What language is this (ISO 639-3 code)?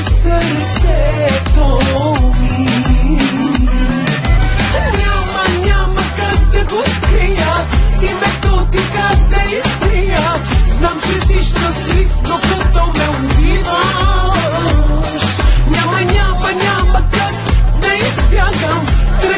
bul